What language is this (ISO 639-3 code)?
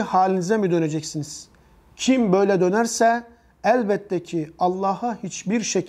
tur